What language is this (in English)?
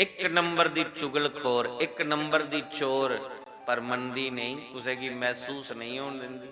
Dogri